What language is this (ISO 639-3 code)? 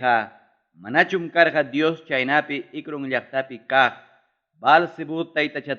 quy